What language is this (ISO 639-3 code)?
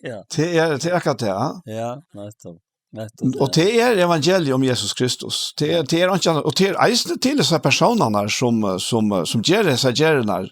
fao